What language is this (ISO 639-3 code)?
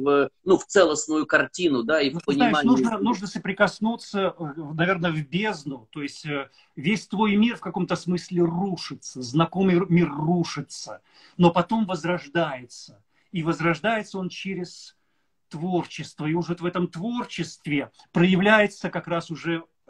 rus